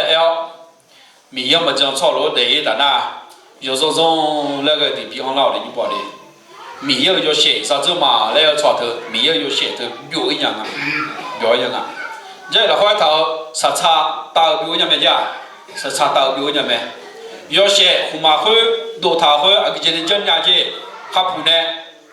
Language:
Akha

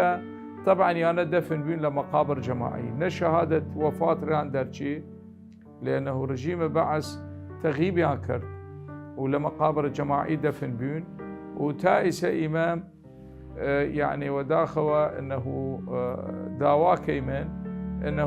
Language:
Southern Kurdish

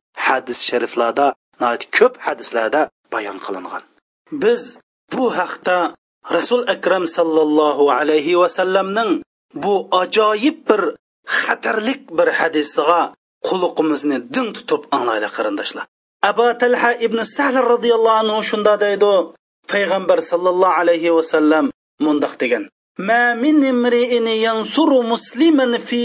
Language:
Uyghur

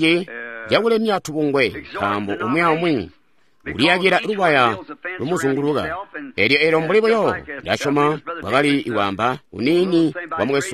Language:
Tonga (Zambia)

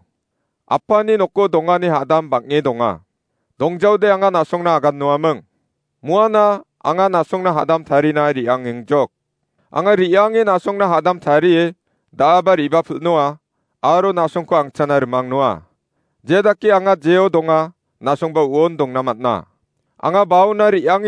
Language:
Garo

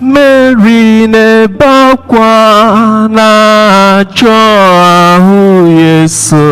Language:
Igbo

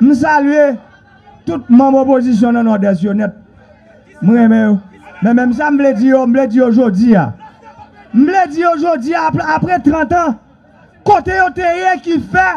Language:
Haitian Creole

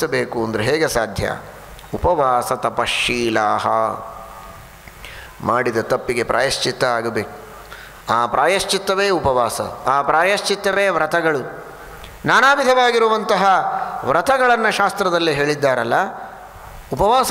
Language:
Kannada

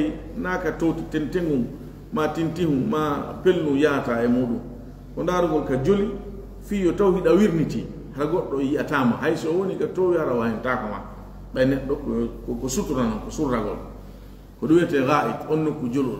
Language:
Fula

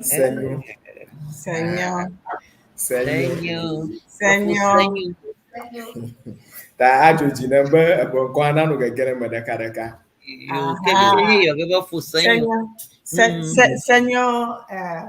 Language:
Ewe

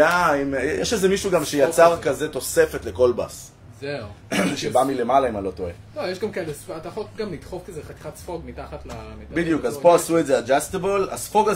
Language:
Hebrew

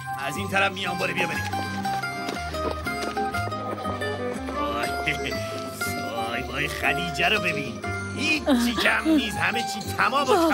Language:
Persian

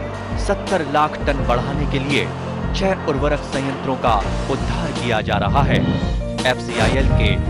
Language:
Hindi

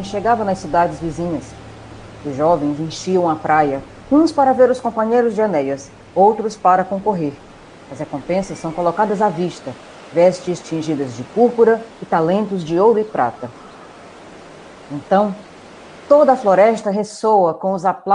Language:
Portuguese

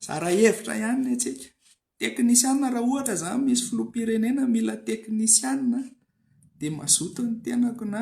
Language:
Malagasy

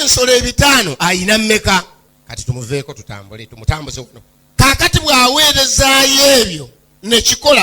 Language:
Ganda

